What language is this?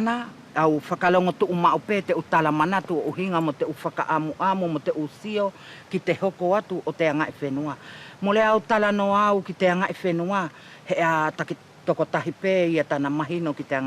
Wallisian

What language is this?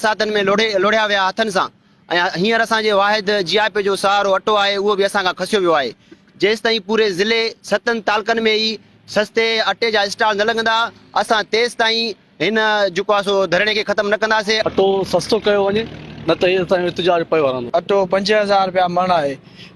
Sindhi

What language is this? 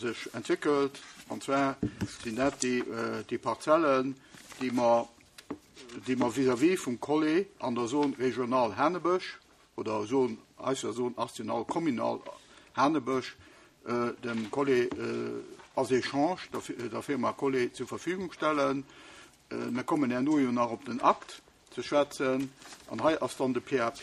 Luxembourgish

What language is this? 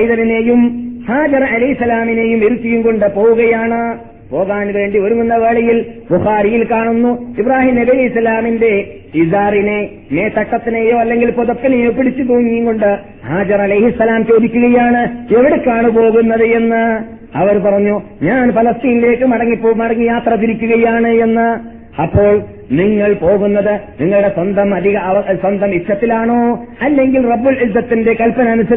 Malayalam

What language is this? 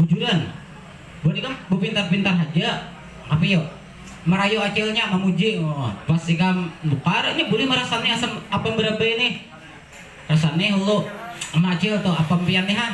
Banjar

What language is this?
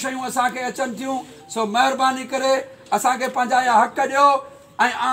Sindhi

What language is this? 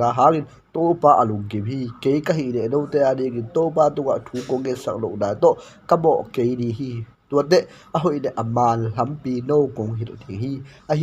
Tedim Chin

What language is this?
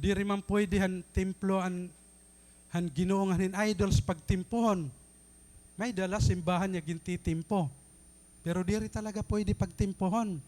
Waray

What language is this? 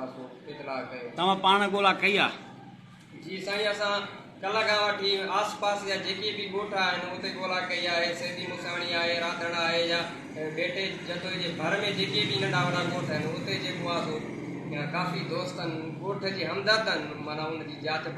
Sindhi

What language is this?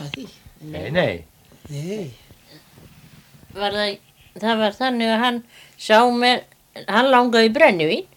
Icelandic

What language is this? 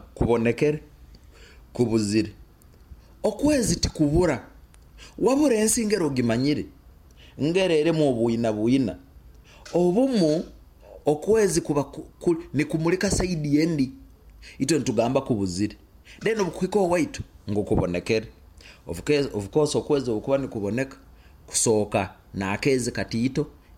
Nyoro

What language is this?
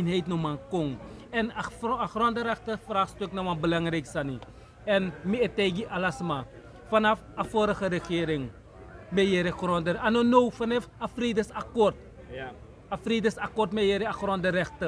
Sranan Tongo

